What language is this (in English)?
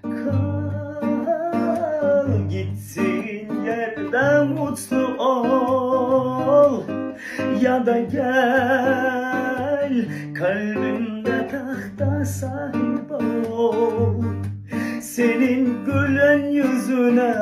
Turkmen